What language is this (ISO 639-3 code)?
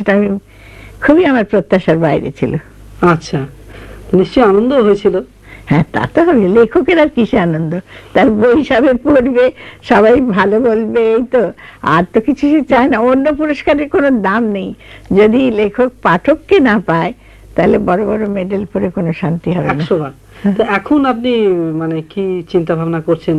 ben